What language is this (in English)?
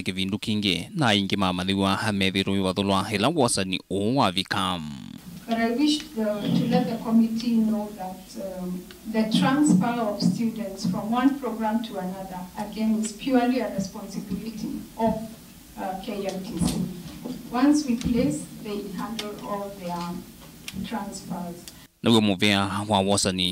Kamba